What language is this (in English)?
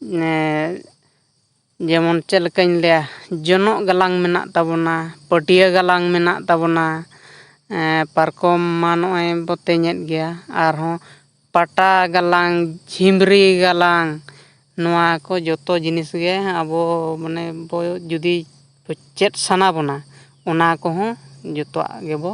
Santali